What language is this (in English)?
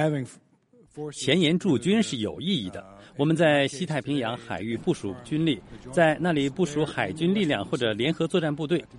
Chinese